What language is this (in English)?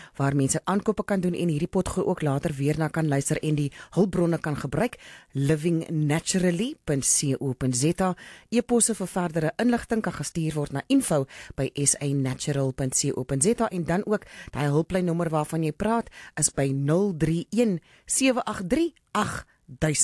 Afrikaans